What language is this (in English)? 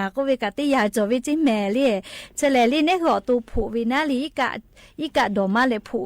Lahu